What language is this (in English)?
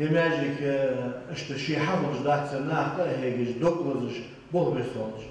Ingush